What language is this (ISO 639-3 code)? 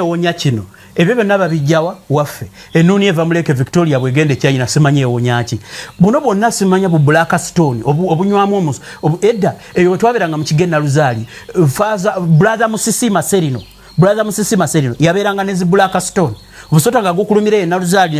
lug